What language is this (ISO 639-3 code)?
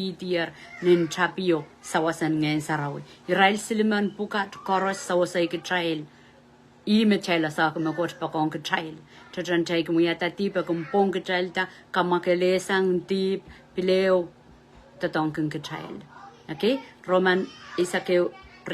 pon